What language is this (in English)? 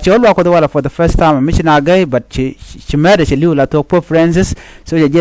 Nuer